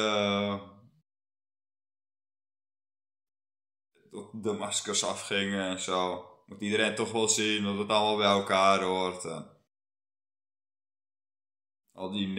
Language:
Dutch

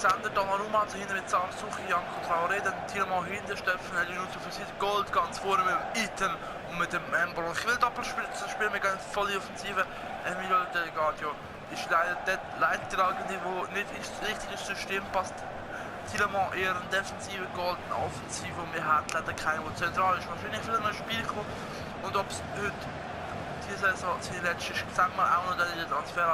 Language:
Swiss German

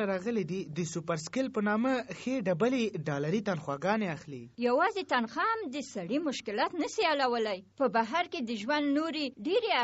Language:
Pashto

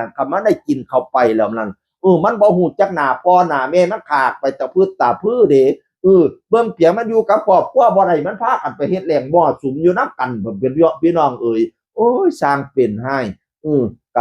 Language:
Northeastern Thai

